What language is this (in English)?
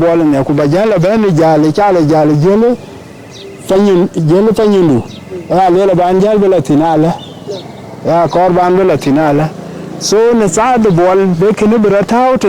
Dinka